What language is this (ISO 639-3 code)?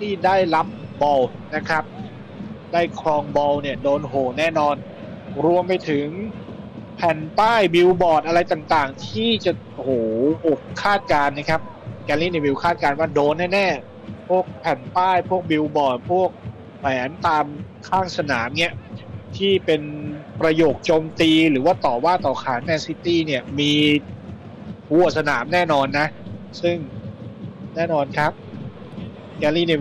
tha